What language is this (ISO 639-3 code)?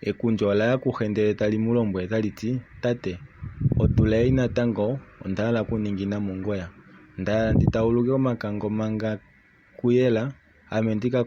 kua